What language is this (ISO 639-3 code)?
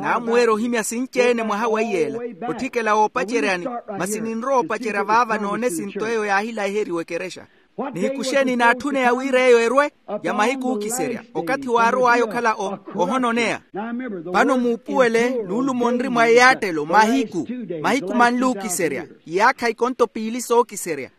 vmw